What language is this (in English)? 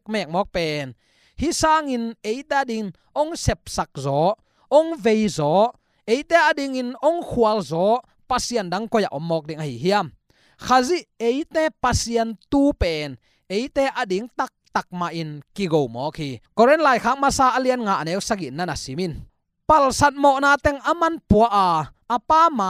Tedim Chin